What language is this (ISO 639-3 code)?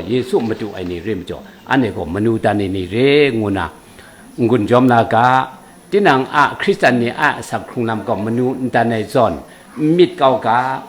kac